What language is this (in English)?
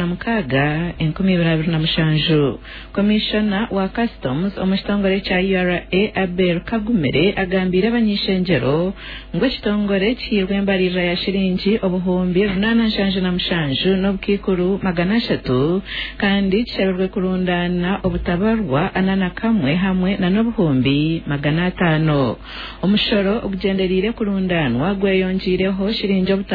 Nyankole